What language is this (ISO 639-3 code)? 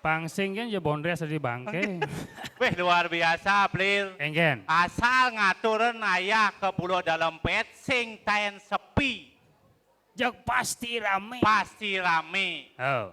ban